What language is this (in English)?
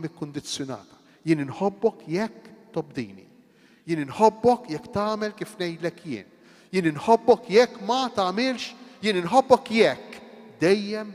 Maltese